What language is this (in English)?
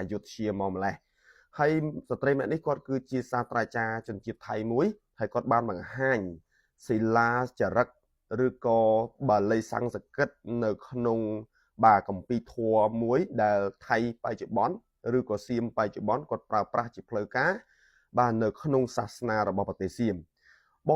Khmer